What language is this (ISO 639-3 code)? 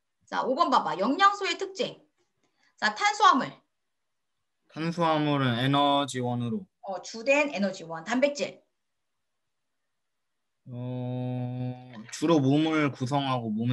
kor